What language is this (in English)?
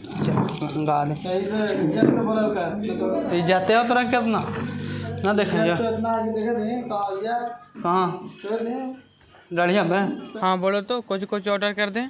Magahi